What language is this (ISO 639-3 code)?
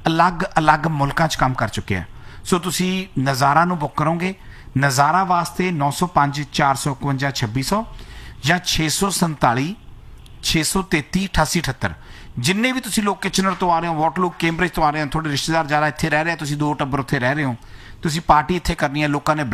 pan